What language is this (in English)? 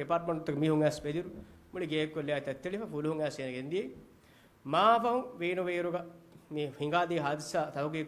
Divehi